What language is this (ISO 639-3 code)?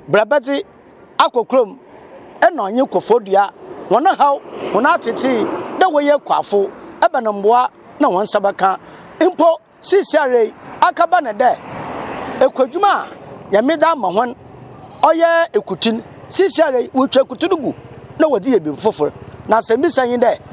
aka